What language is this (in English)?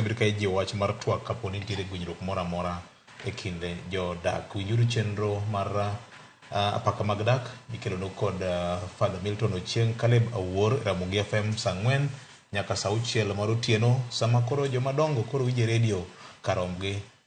Luo (Kenya and Tanzania)